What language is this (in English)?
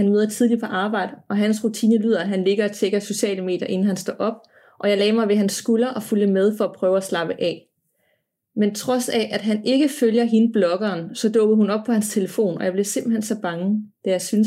Danish